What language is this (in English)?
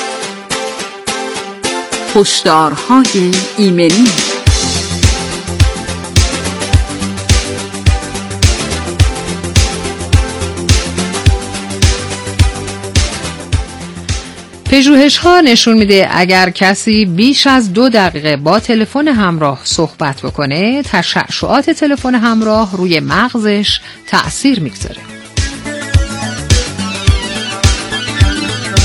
Persian